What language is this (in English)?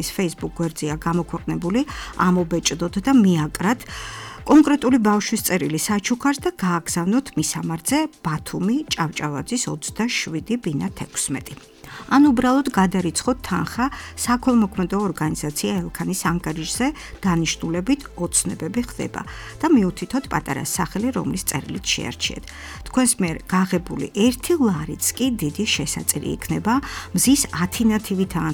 Georgian